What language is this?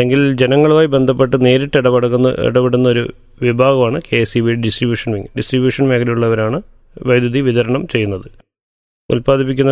Malayalam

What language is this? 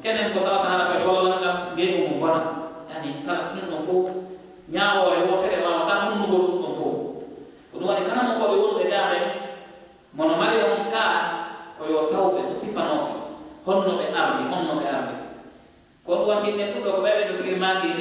Fula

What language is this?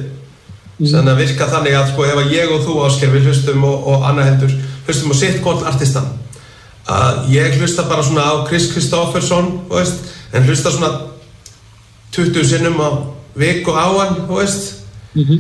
Icelandic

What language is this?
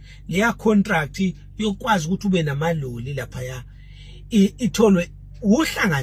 Zulu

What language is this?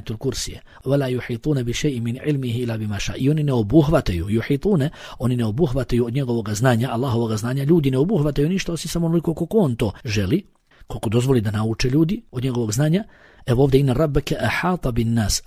Bosnian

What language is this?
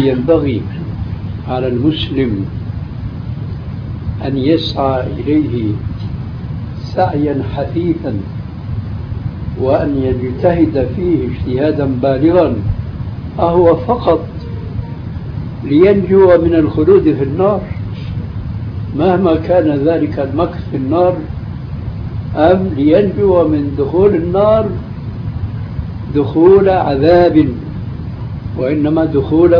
Arabic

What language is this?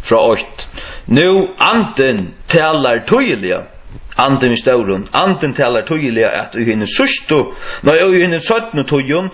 Faroese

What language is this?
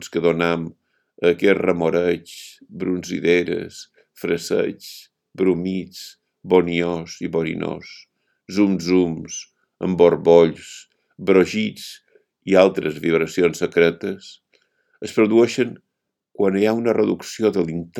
Catalan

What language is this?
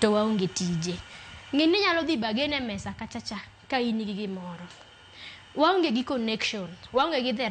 Luo (Kenya and Tanzania)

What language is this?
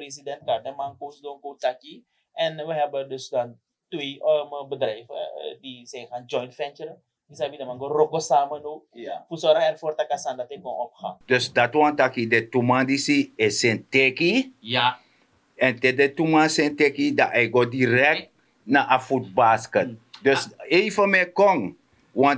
Sranan Tongo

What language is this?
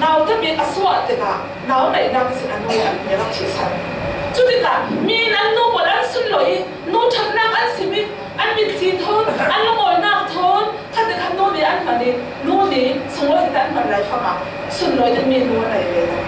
Falam Chin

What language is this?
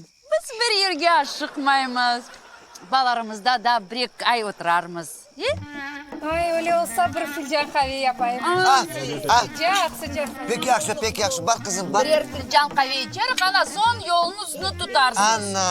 Crimean Tatar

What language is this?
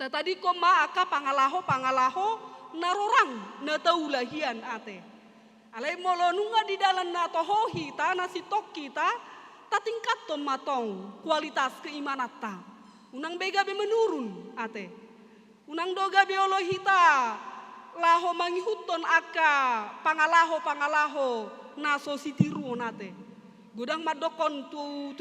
Batak Toba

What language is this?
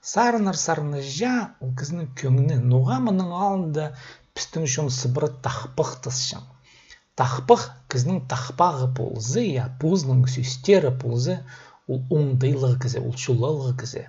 Khakas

